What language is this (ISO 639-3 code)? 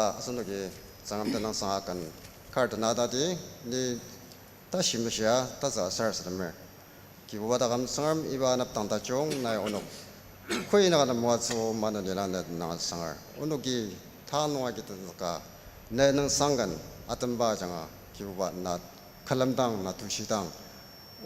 njo